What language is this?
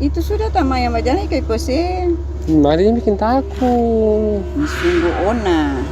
Ambonese Malay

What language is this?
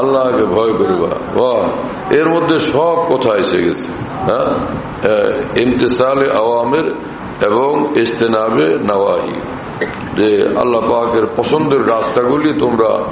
Bangla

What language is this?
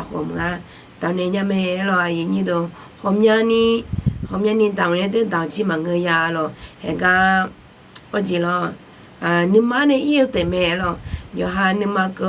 Akha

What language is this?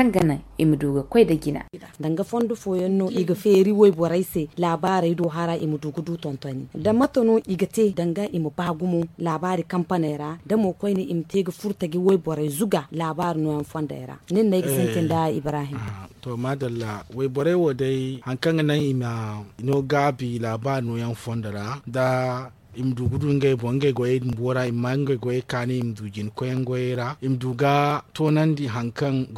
Zarma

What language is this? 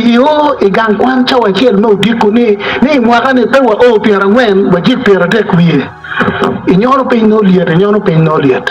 Acoli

